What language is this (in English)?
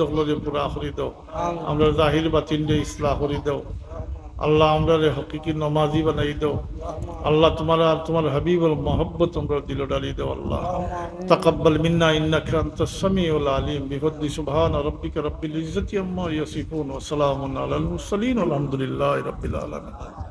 Sylheti